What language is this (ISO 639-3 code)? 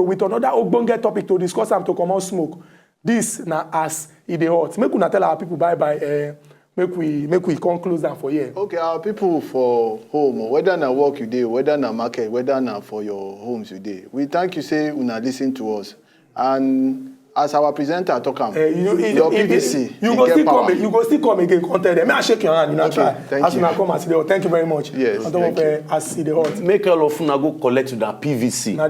pcm